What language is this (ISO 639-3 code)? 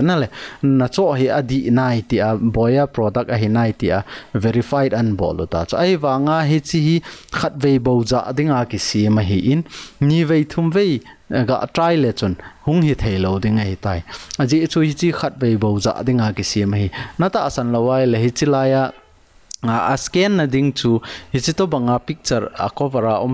tcz